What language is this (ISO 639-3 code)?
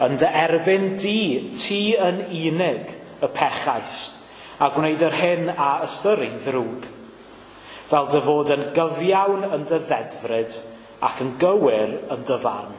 cym